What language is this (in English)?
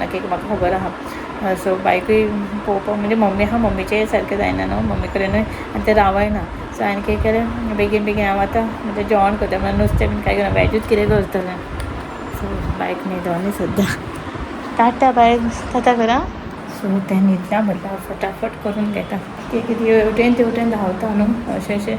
Konkani